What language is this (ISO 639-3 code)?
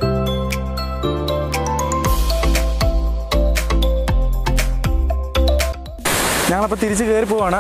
mal